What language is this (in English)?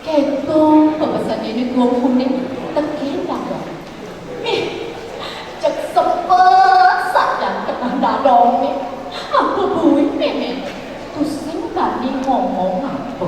Balinese